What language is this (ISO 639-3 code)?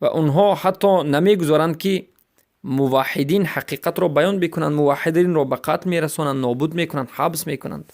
fas